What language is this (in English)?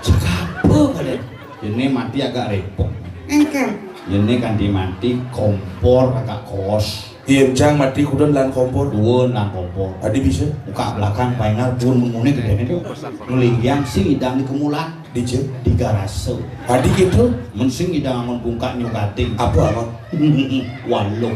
Balinese